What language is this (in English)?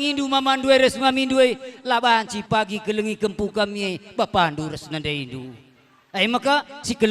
Batak Karo